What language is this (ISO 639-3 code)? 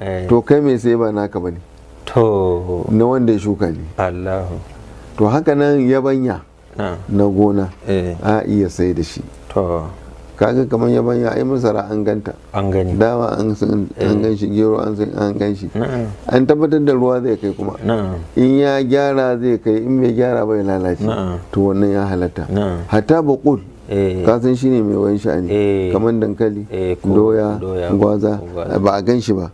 hau